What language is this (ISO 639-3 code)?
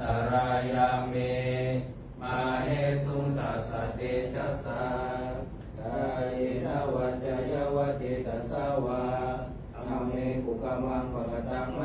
pli